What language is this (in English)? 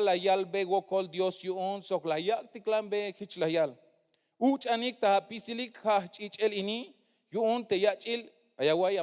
Tzeltal